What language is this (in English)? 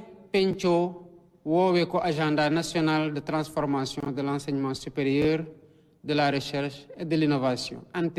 Wolof